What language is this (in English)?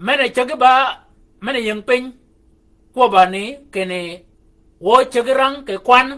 Shilluk